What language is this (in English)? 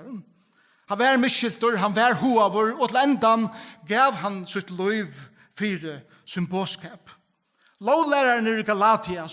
Faroese